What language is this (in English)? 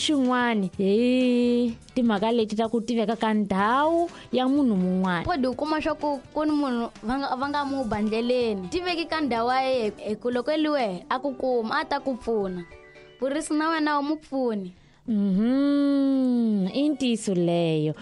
Tsonga